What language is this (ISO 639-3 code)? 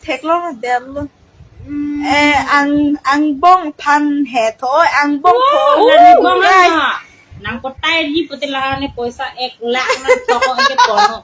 mjw